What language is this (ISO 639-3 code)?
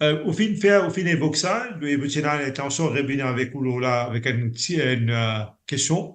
mfe